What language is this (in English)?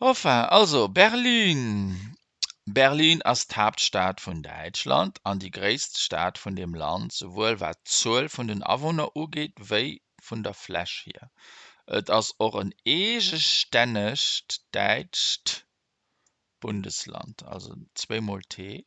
Luxembourgish